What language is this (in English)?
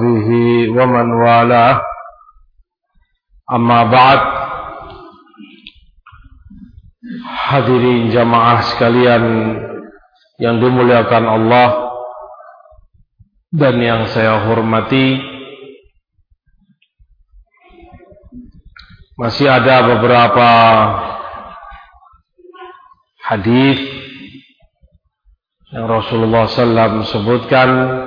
Indonesian